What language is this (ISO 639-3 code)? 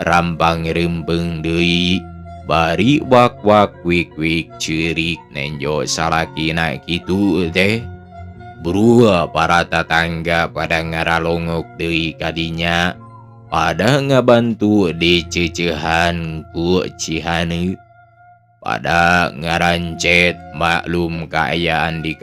sun